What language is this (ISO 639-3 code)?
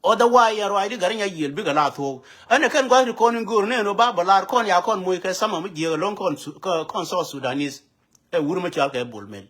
nus